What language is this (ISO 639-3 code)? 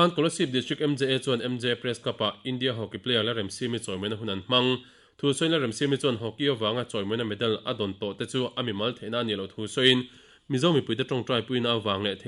lus